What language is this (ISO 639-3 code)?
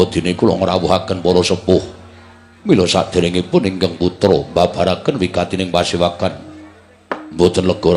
jav